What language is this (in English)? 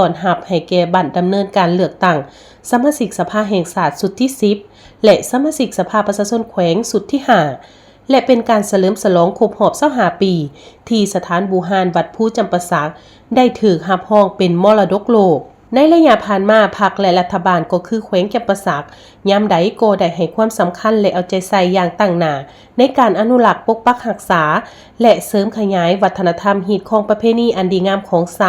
Lao